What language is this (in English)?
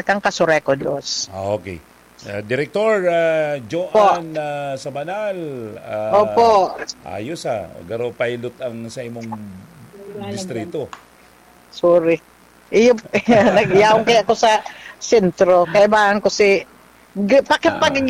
Bikol